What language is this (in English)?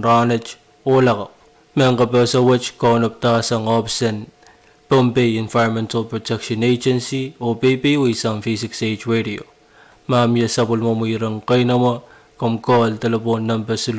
Pohnpeian